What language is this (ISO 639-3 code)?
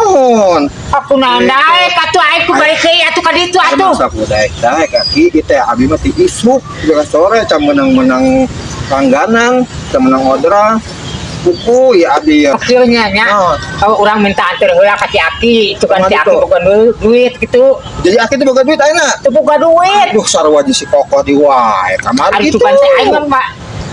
sun